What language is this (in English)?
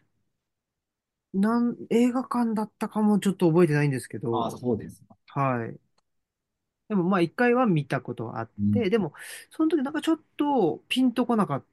Japanese